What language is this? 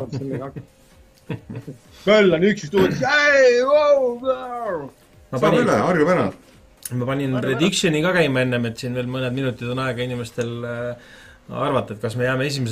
Estonian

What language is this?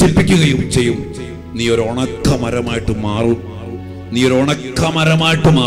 Malayalam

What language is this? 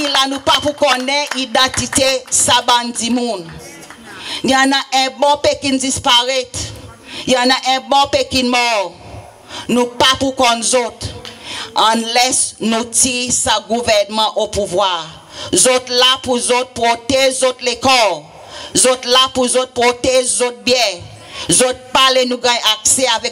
Seselwa Creole French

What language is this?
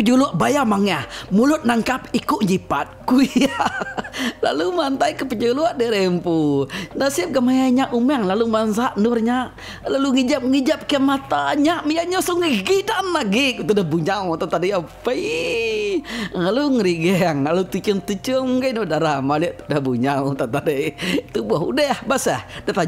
Iban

